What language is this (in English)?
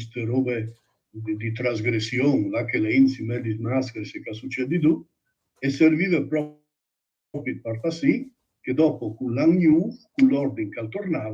Friulian